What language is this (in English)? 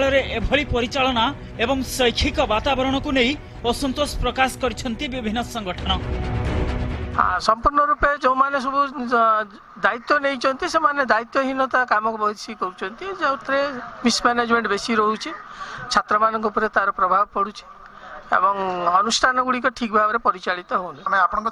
Odia